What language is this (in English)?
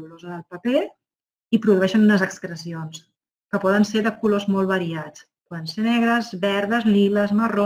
Catalan